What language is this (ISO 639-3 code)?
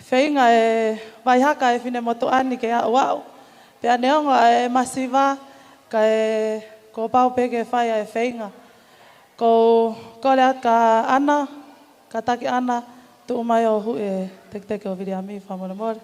ton